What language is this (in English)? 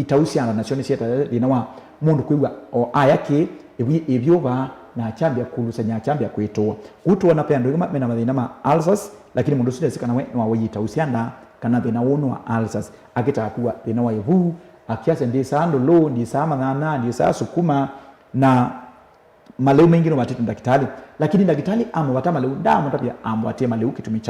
Kamba